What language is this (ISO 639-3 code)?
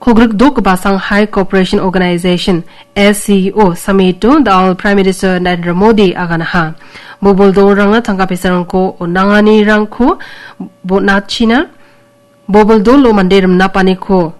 grt